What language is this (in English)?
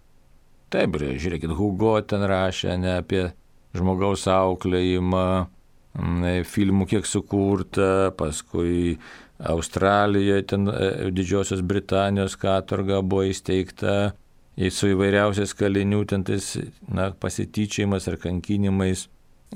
Lithuanian